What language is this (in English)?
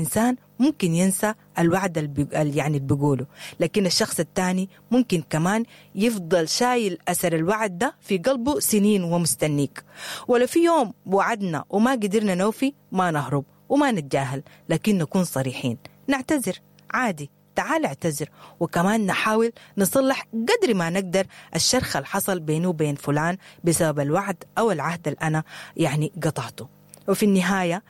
Sudanese Arabic